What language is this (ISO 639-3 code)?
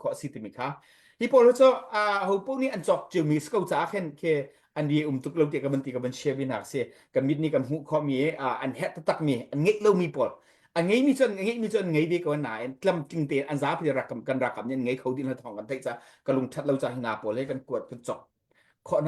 cnh